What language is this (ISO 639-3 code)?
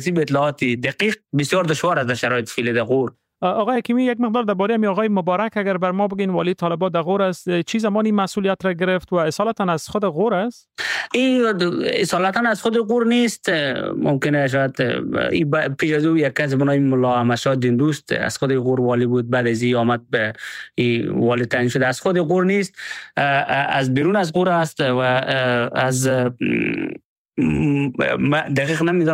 fas